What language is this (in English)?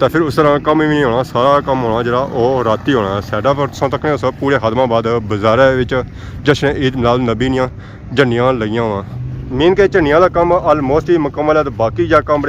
Pahari-Potwari